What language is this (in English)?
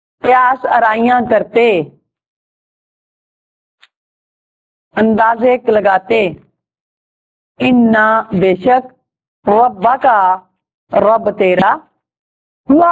Urdu